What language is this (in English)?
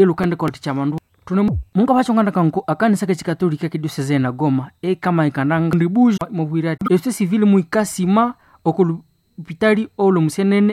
Nande